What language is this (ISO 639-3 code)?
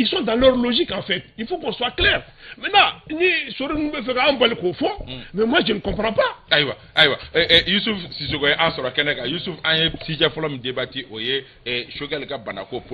bam